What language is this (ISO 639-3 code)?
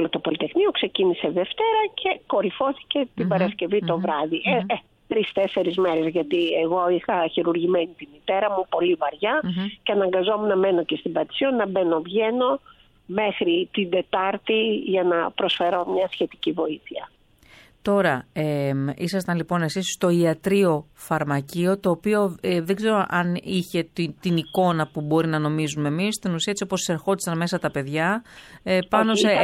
ell